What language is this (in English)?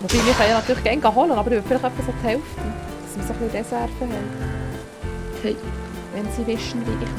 Swiss German